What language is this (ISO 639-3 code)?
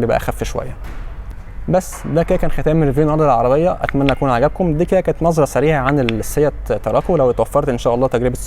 arz